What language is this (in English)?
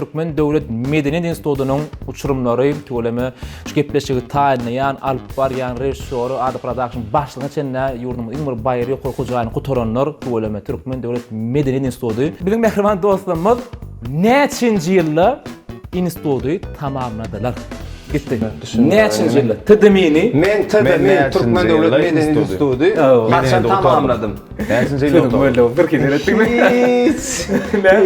Turkmen